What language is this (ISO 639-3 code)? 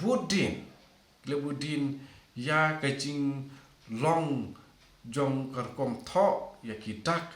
kha